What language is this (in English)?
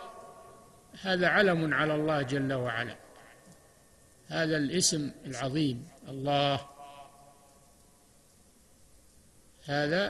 Arabic